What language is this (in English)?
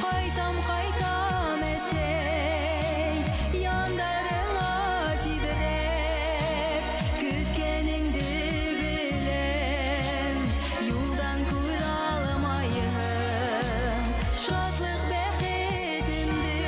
Bashkir